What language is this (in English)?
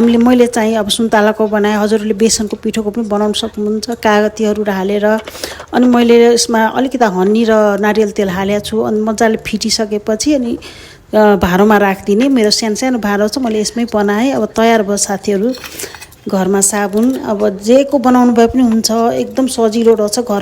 Nepali